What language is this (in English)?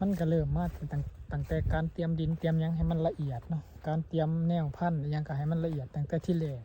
Lao